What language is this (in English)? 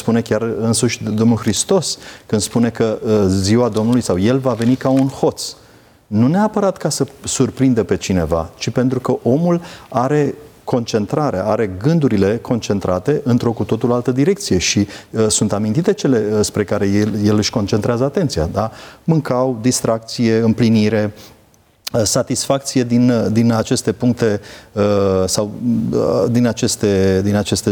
Romanian